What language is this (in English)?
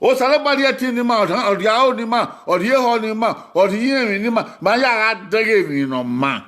Bini